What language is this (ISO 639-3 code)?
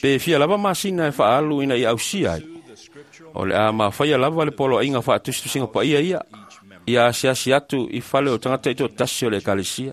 smo